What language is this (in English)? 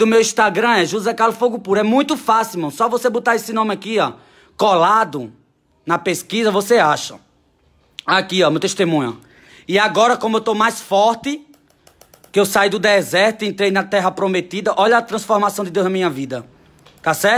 Portuguese